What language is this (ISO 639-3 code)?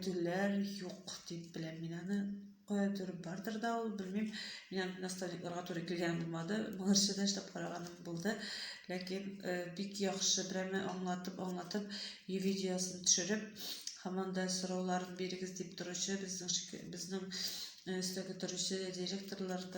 tat